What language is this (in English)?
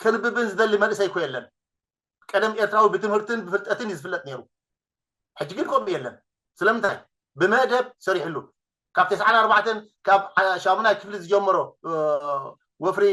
Tigrinya